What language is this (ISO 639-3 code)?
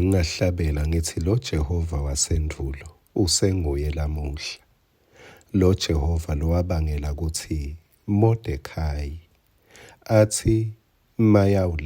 ssw